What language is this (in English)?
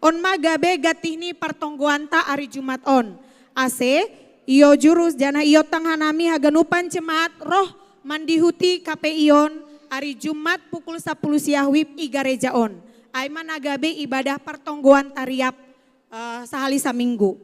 Batak Simalungun